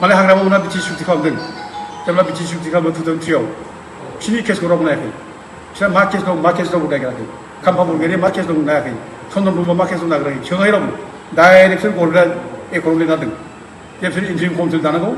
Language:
Bodo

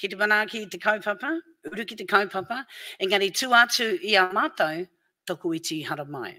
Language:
Māori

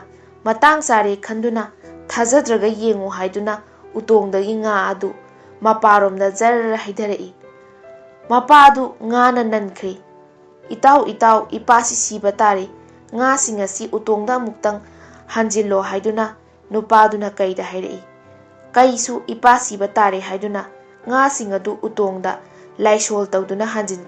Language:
Manipuri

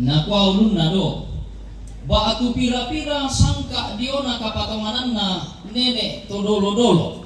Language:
Toraja-Sa'dan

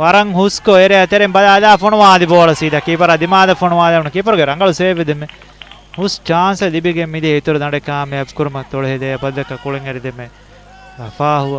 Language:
Divehi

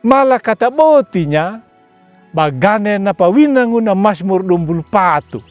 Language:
Anakalangu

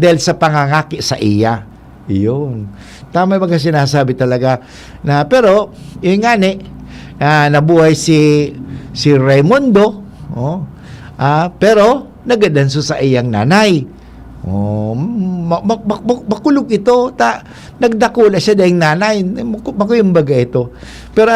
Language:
Bikol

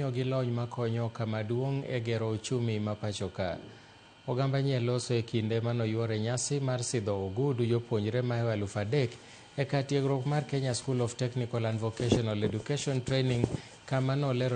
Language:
Luo (Kenya and Tanzania)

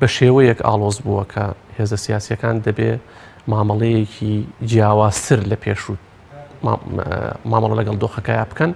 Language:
Central Kurdish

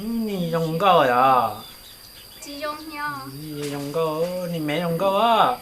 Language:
Hmong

